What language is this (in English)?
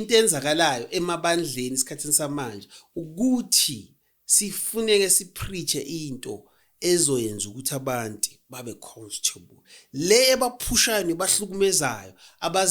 Zulu